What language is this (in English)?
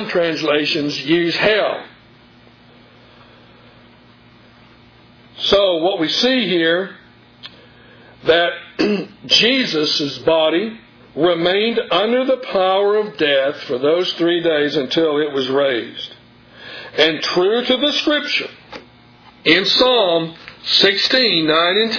English